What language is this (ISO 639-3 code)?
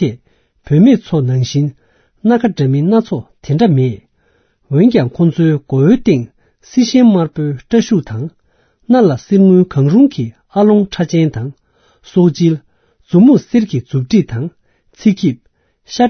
bod